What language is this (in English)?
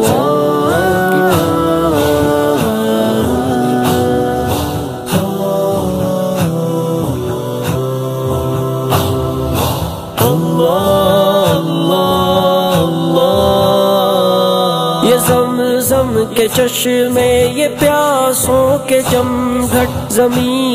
Urdu